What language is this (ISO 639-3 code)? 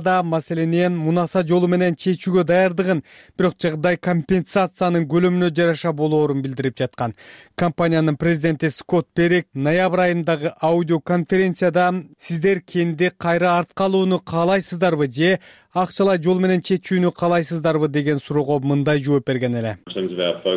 kir